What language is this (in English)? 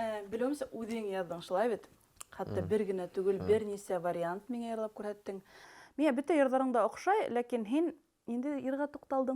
Bashkir